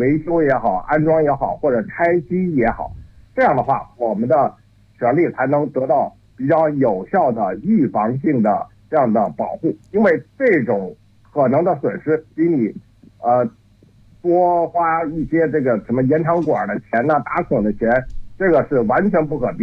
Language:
Chinese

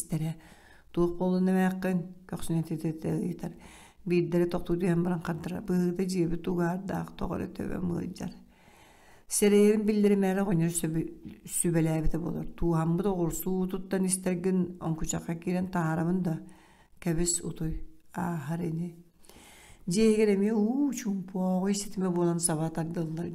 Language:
Yakut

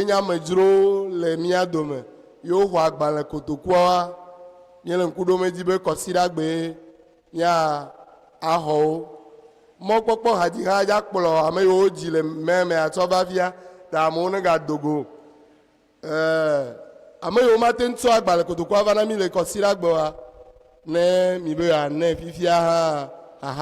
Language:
Ewe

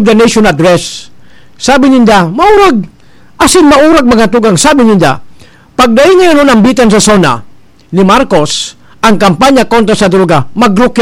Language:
Bikol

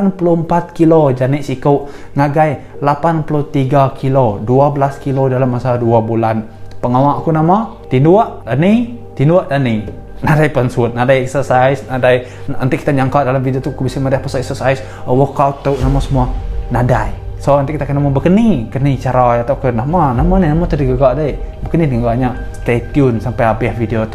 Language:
Iban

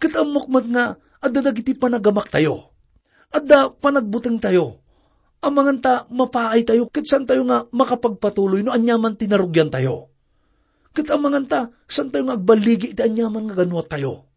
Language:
Iloko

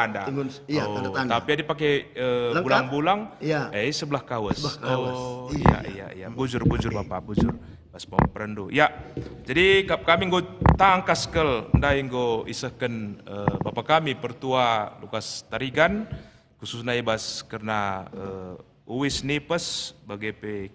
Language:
Batak Karo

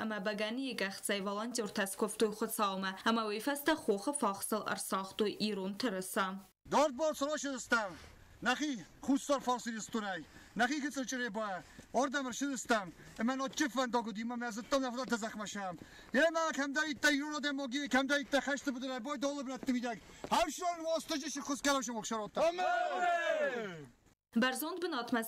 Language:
Ossetic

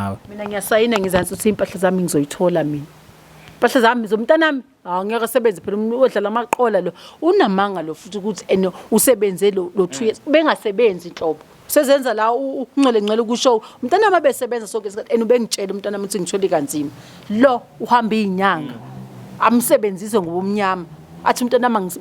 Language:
Zulu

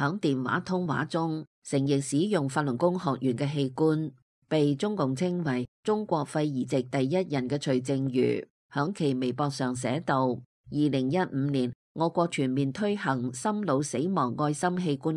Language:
Cantonese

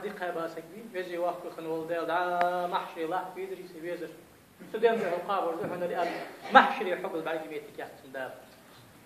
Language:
Ingush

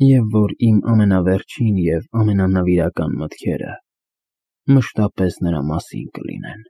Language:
Armenian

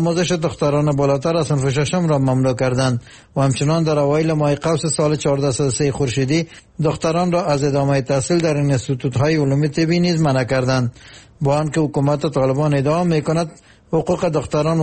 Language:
Persian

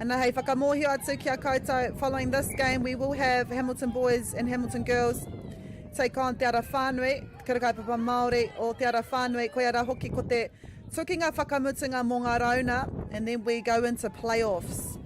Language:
Māori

